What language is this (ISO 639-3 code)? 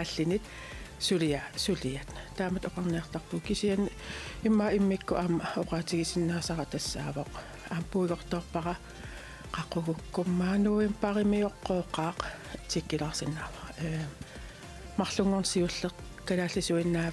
kal